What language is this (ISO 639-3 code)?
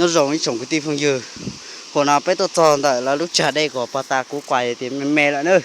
hmn